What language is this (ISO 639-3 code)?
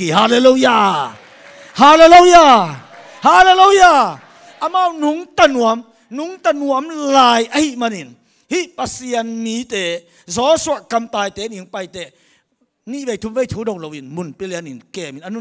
ctd